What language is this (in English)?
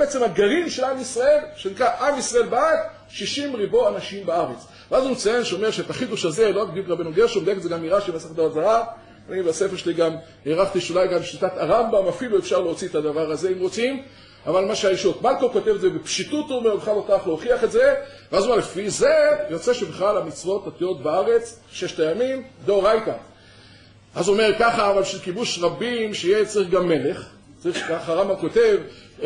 Hebrew